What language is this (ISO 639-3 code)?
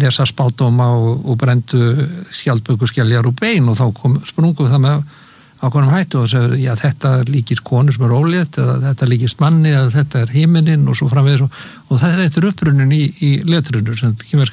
isl